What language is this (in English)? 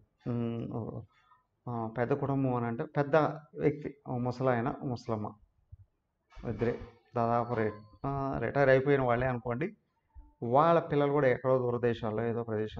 Telugu